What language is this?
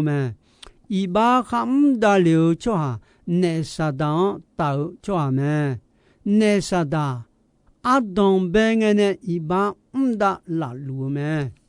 Akha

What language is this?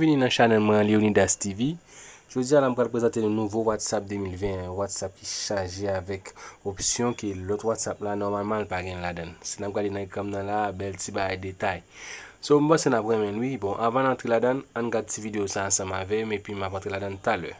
Haitian Creole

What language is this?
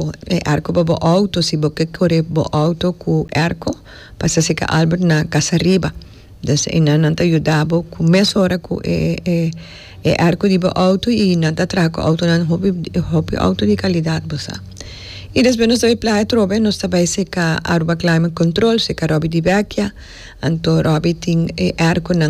Papiamento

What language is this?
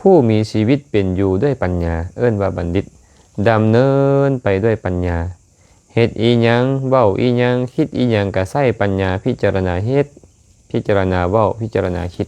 Lao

